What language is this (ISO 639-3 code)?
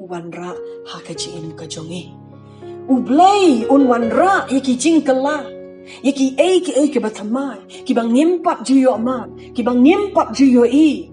kha